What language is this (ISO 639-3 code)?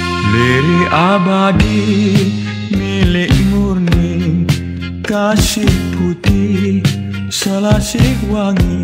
msa